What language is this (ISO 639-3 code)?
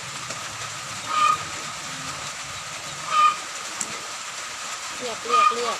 lao